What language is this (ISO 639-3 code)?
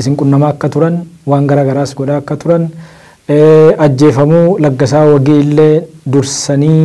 orm